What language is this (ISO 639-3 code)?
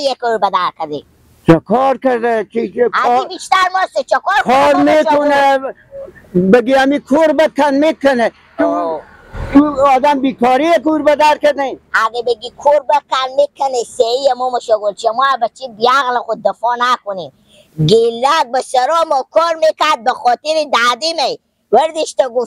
fas